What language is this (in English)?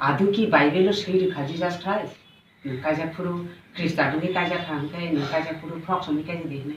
Kok Borok